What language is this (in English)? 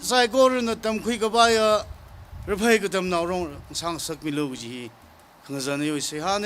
Tangkhul Naga (India)